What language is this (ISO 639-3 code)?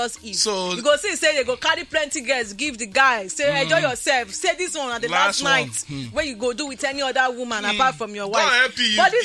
pcm